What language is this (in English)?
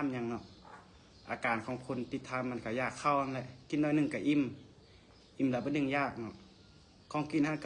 Lao